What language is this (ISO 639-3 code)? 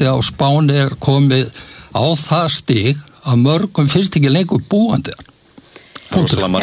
isl